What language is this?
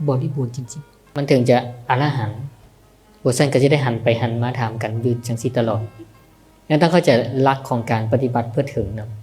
Northeastern Thai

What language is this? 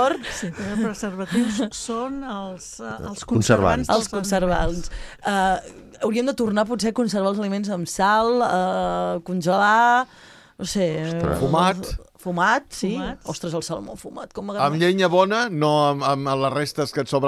Catalan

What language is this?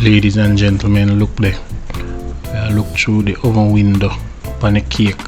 Jamaican Creole English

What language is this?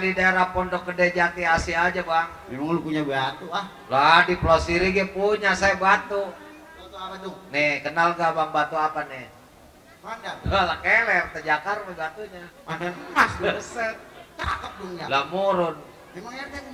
Betawi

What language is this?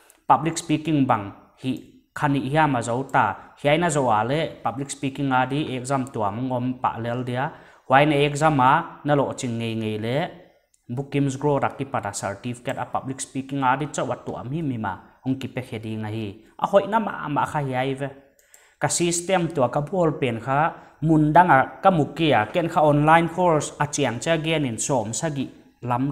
Paite Chin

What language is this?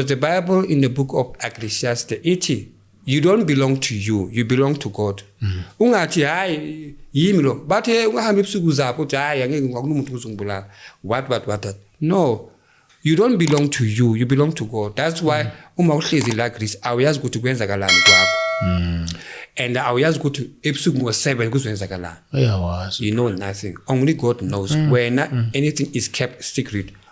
Zulu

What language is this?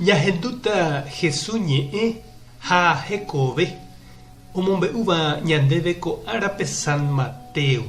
Guarani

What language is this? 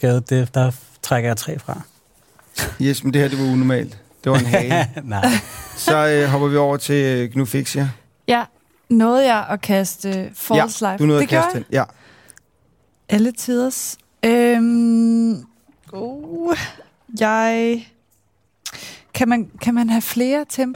Danish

